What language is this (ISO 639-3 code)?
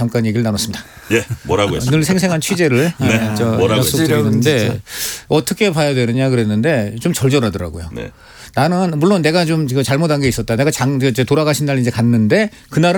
kor